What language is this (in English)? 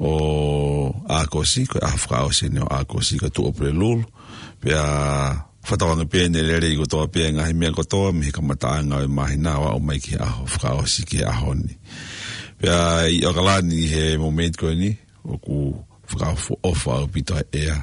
Tongan